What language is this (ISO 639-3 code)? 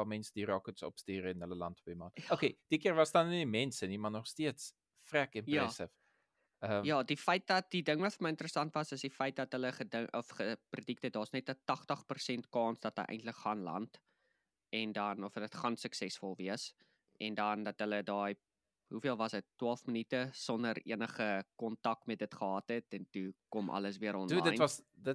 afr